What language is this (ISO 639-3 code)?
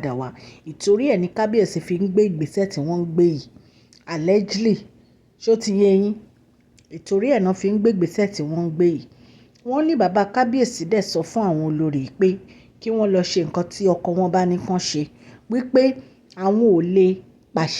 yor